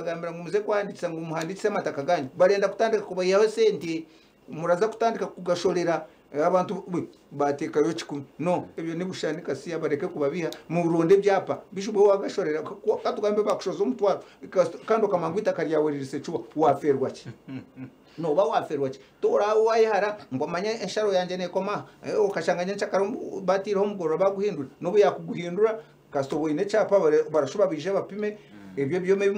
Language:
Nyankole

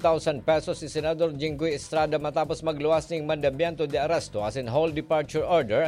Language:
Bikol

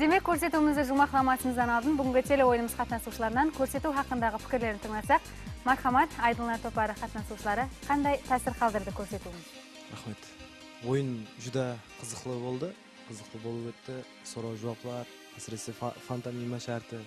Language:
Kara-Kalpak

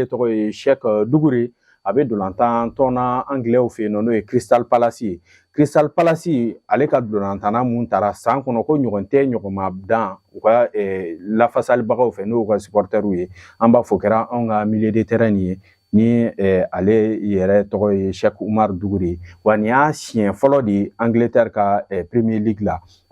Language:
Bambara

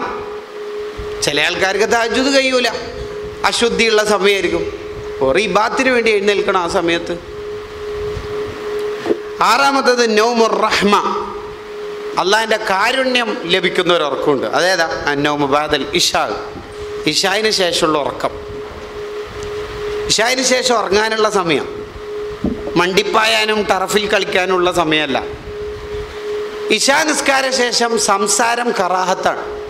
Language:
Malayalam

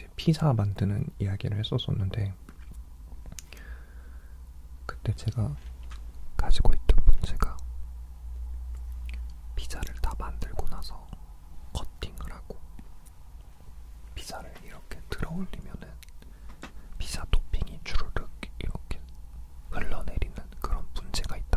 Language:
Korean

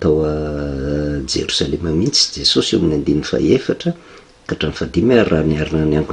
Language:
Malagasy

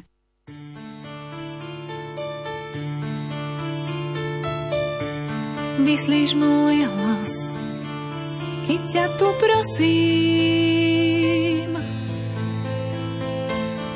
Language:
Slovak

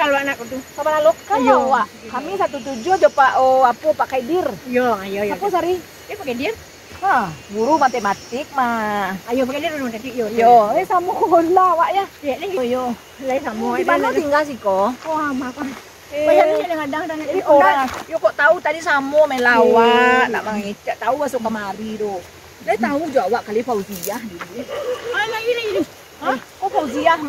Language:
Minangkabau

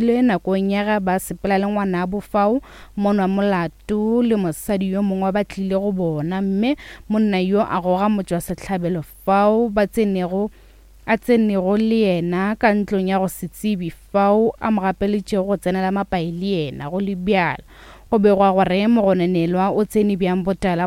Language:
Northern Sotho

